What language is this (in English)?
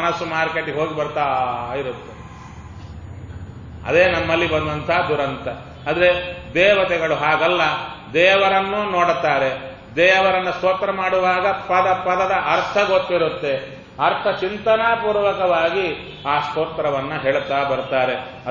Kannada